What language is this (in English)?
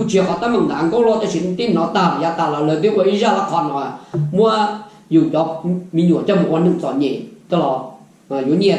Hmong